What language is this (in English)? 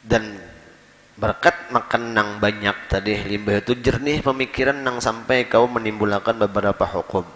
Banjar